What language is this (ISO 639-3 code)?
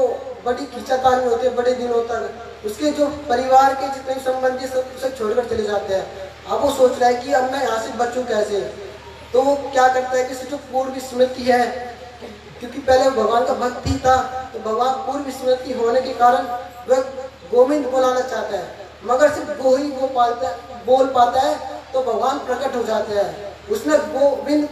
hin